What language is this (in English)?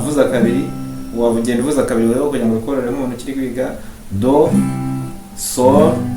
Kinyarwanda